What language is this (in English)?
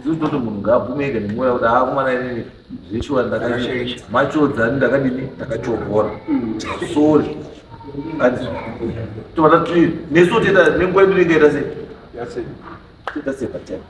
Shona